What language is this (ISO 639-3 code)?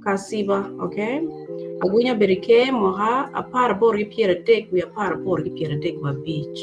ach